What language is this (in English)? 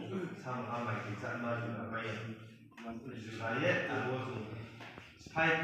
Riang (India)